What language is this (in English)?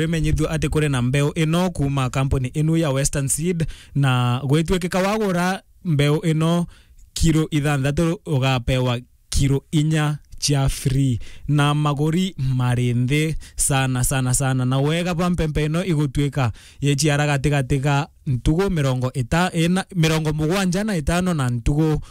Meru